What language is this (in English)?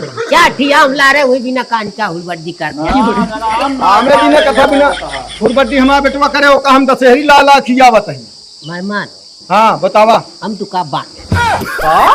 Awadhi